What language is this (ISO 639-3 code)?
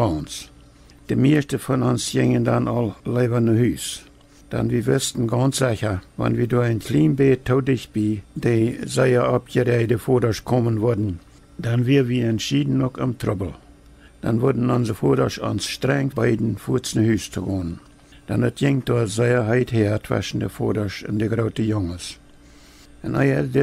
pdt